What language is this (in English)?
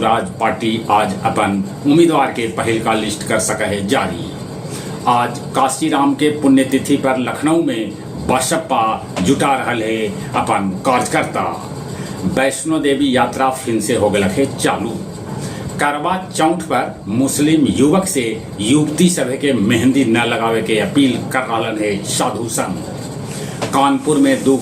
Magahi